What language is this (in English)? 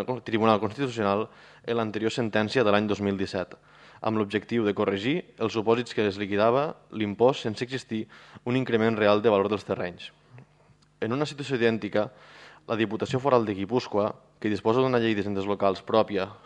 Catalan